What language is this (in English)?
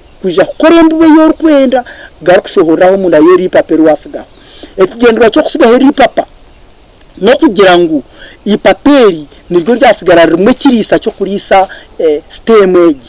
Nyankole